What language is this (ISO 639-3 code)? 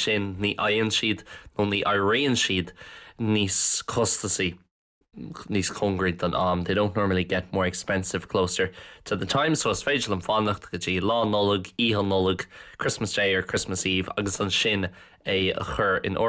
gle